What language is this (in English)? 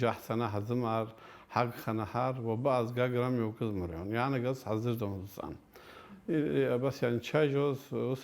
Abkhazian